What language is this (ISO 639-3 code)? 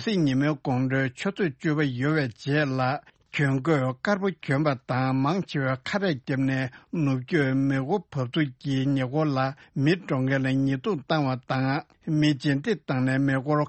bod